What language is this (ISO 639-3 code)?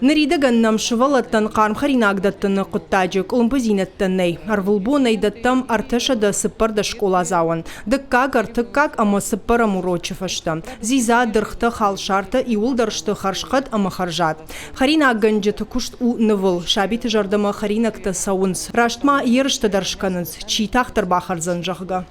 oss